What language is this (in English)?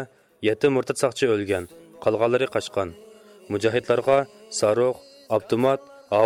Uyghur